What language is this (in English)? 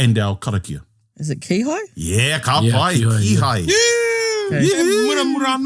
Māori